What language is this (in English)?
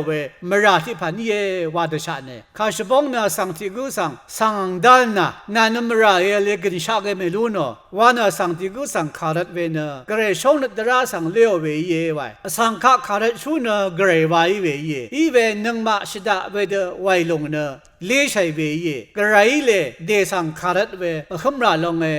Rawang